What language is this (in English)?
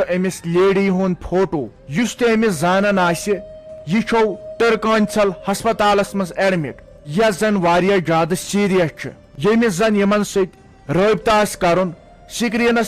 Kashmiri